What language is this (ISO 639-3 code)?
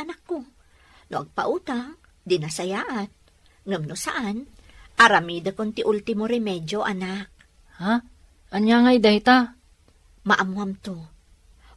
ilo